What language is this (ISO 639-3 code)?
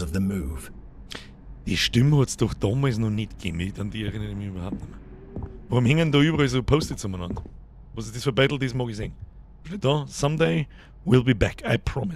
bar